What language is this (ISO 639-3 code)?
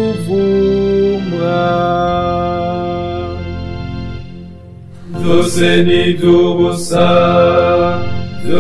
run